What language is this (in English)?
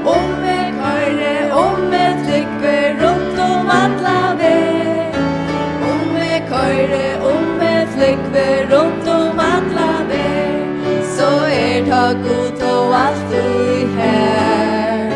Faroese